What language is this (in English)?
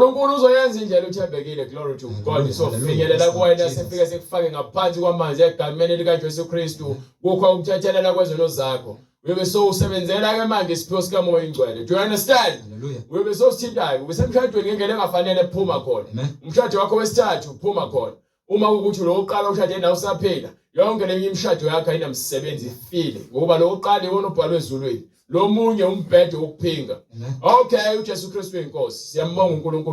Zulu